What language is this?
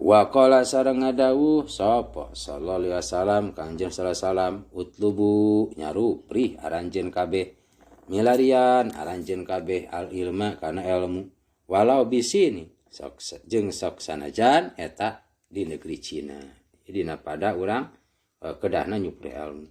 Sundanese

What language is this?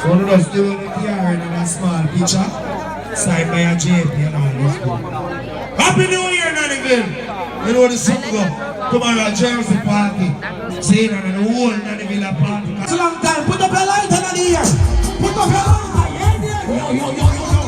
Jamaican Creole English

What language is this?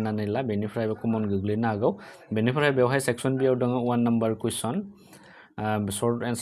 Bodo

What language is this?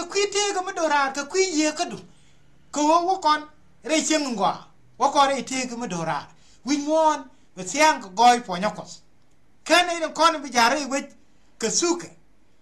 Nuer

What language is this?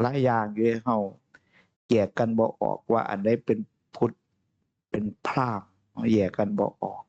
Northeastern Thai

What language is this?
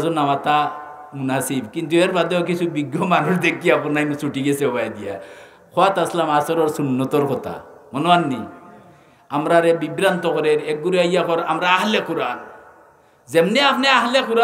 Sylheti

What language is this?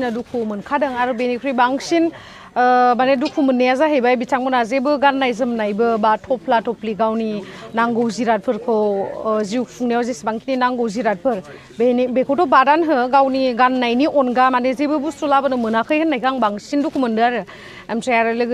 Bodo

